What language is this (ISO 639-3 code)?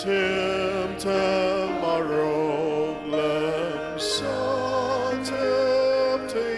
njo